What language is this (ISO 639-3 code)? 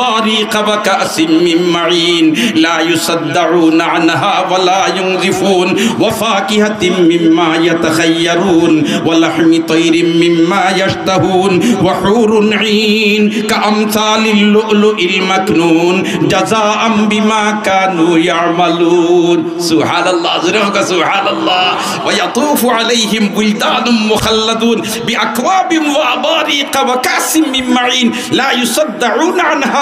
syl